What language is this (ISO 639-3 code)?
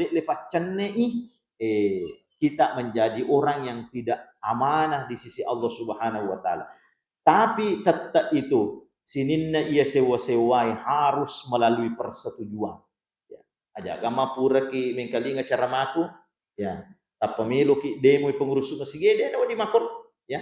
bug